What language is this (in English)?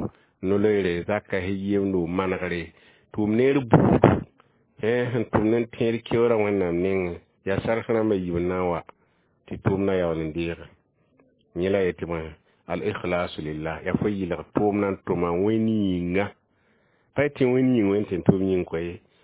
Mossi